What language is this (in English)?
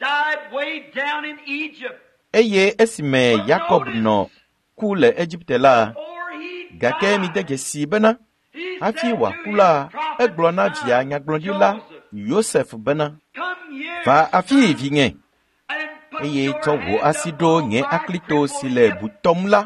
Ewe